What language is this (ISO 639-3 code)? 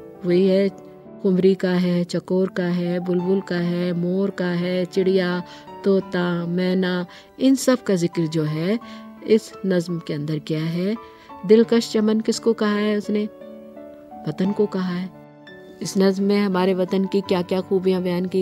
urd